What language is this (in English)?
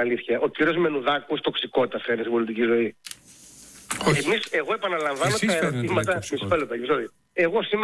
Greek